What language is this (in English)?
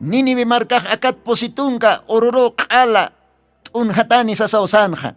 Aymara